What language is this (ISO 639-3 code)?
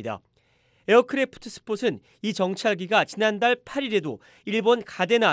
kor